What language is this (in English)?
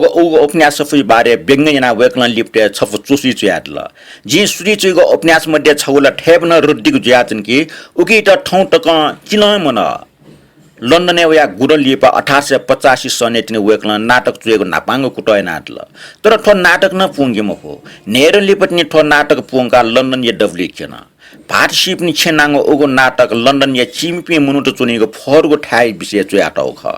Newari